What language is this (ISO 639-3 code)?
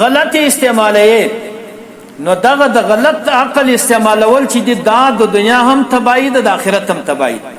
pus